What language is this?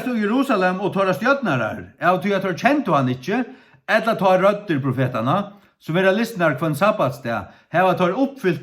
Faroese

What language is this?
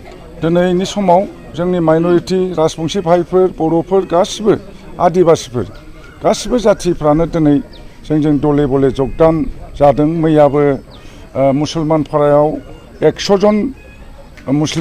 Bodo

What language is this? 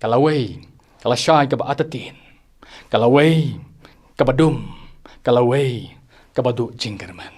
Khasi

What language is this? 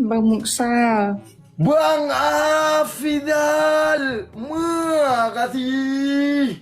Achinese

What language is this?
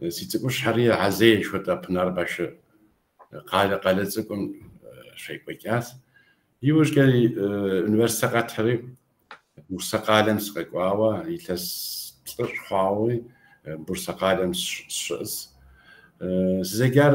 Kabardian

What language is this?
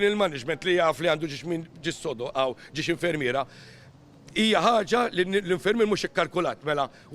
Maltese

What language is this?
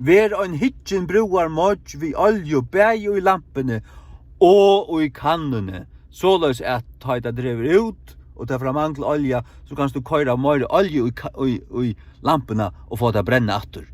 Faroese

